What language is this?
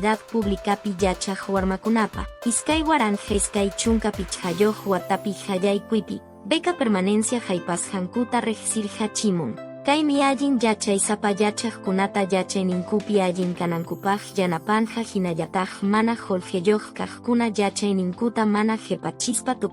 Quechua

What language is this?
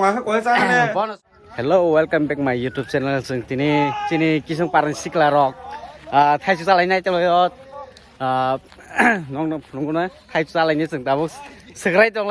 Kok Borok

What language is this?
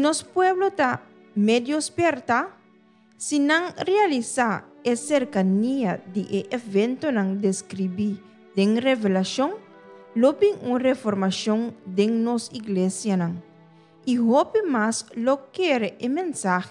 Papiamento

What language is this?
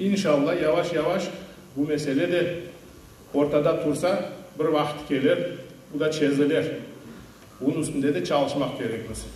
Crimean Tatar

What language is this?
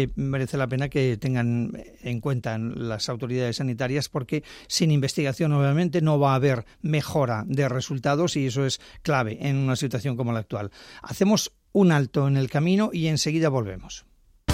Spanish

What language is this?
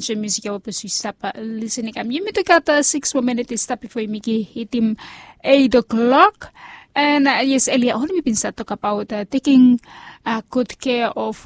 Bislama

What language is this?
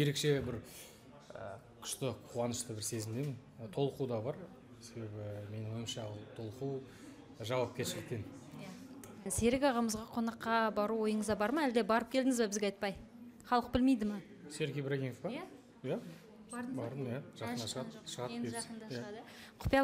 Kazakh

